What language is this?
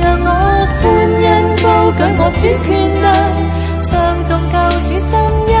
Cantonese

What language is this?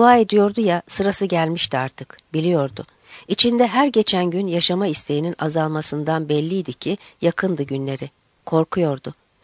Turkish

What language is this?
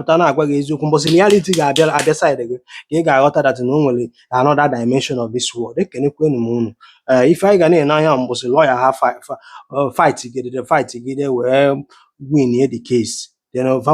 Igbo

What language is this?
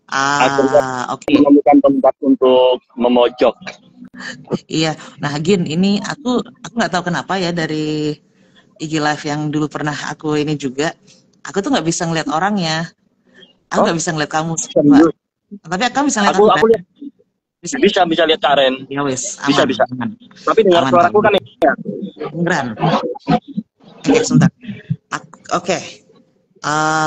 Indonesian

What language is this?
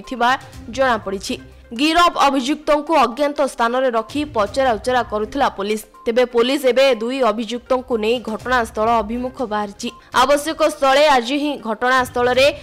Odia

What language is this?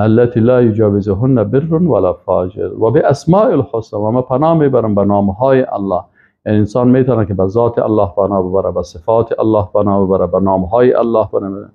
Persian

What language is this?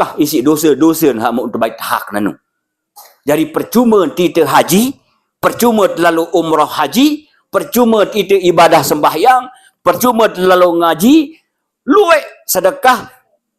Sasak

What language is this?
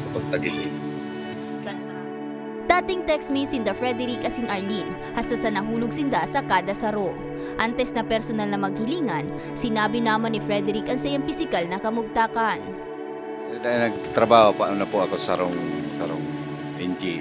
Bikol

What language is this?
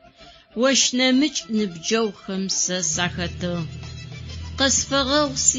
Adyghe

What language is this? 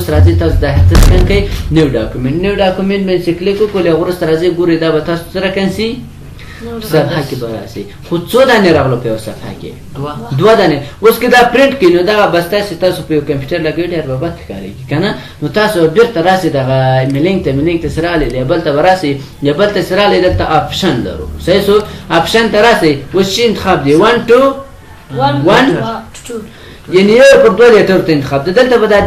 Pashto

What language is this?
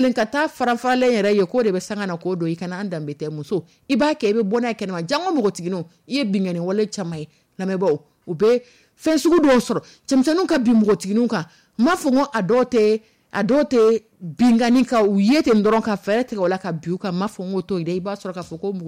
Dyula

